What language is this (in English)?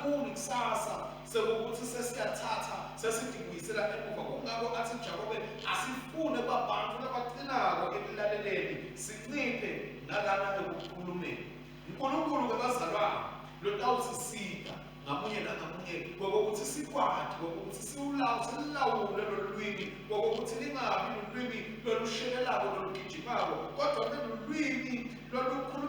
Swati